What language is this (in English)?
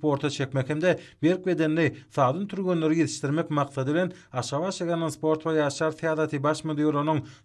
Turkmen